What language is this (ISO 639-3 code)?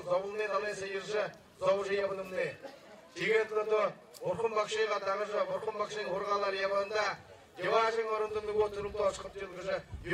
bua